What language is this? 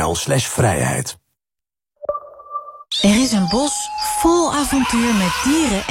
Dutch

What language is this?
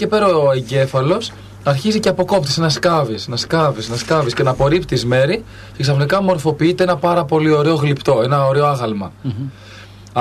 Greek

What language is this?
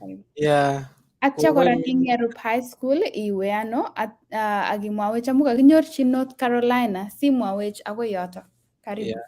Kalenjin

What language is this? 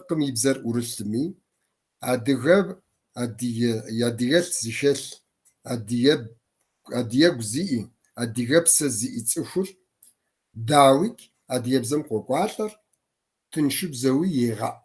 Kabardian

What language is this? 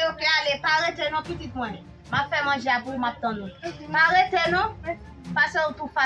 Haitian Creole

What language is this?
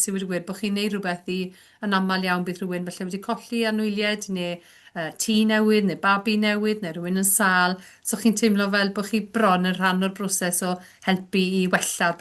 Welsh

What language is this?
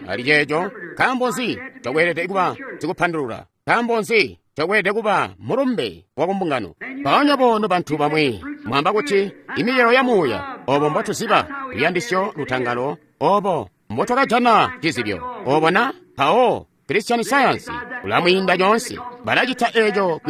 Tonga (Zambia)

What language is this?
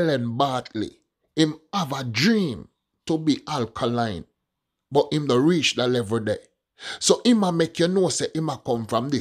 Jamaican Creole English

